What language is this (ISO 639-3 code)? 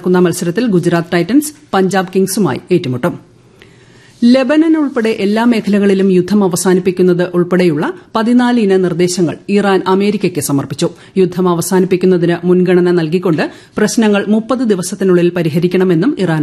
mal